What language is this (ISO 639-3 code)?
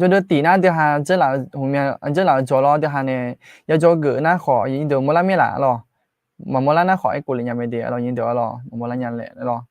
ahk